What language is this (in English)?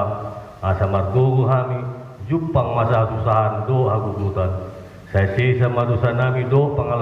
Batak Toba